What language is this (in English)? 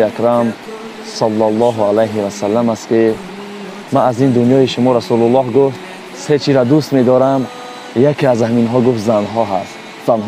Tajik